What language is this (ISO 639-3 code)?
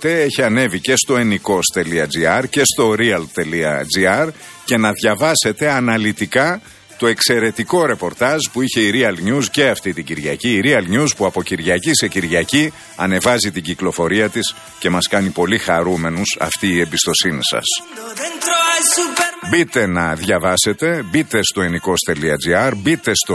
ell